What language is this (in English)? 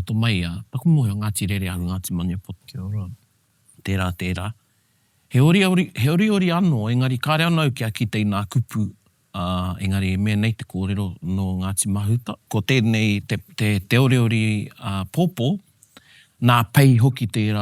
Māori